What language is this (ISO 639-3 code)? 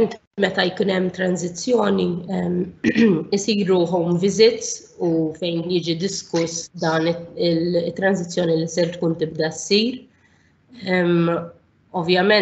mlt